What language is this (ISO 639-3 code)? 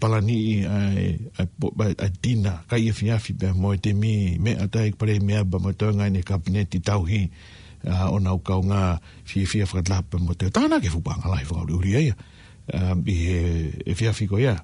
ton